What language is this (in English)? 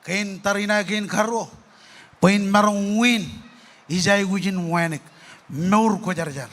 Marshallese